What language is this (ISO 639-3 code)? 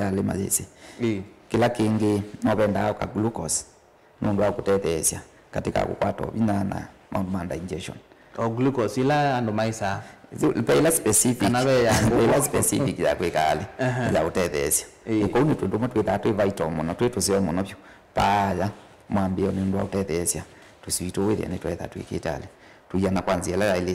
kam